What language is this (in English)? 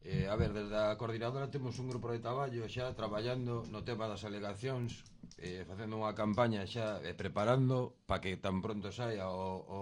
Galician